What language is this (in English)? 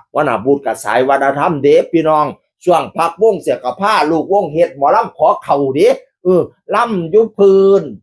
Northeastern Thai